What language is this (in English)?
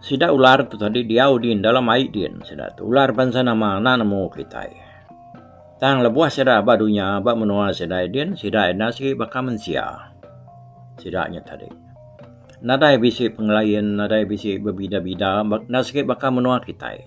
Iban